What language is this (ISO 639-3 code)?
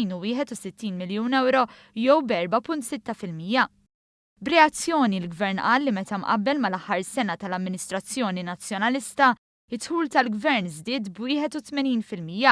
mlt